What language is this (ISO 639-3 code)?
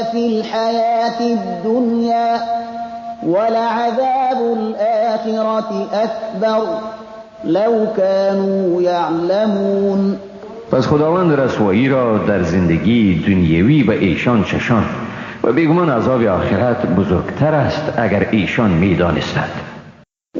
fas